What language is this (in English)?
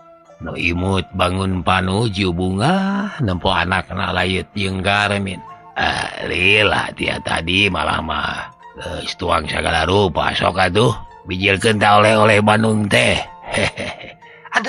Sundanese